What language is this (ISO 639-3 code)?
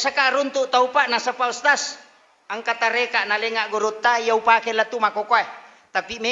bug